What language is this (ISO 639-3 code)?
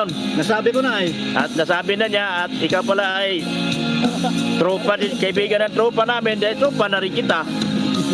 fil